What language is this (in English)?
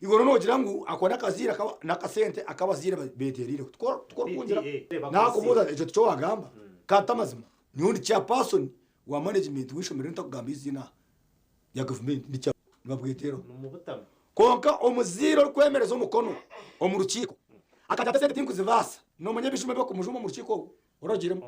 Nyankole